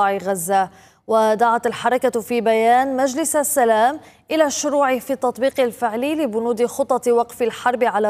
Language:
Arabic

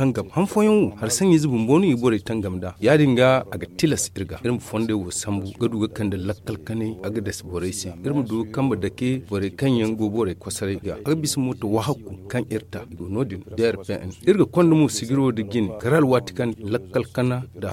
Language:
Zarma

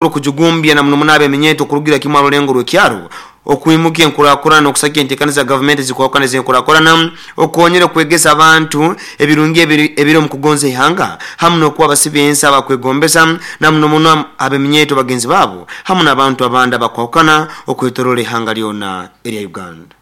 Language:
Nyoro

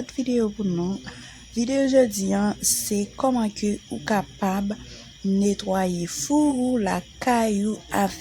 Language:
Haitian Creole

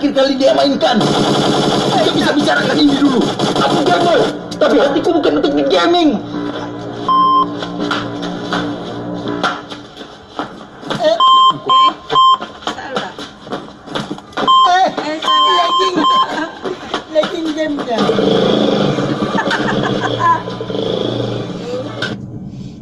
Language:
Indonesian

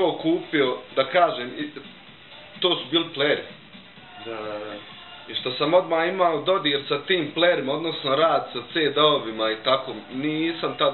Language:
Bosnian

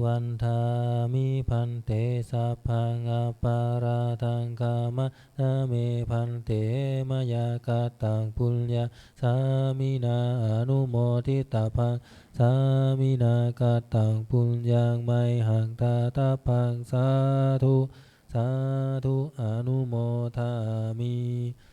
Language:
Pali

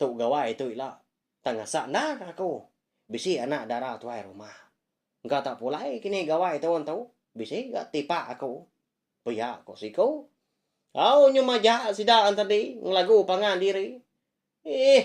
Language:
Iban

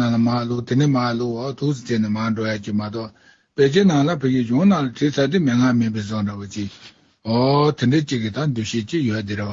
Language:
Tibetan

